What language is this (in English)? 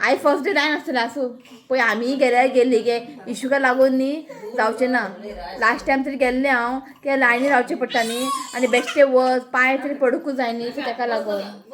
Konkani